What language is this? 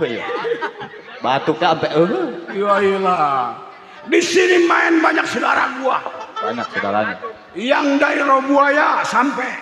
Betawi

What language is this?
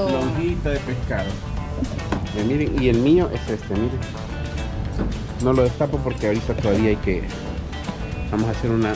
Spanish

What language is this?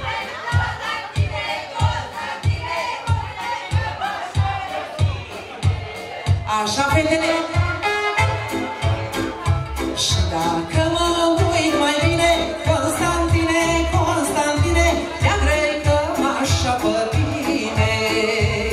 Romanian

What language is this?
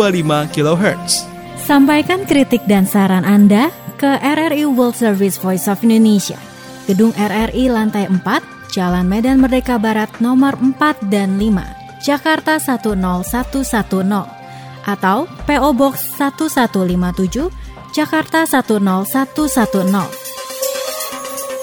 Indonesian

